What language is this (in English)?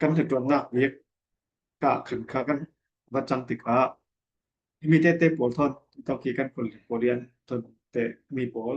Falam Chin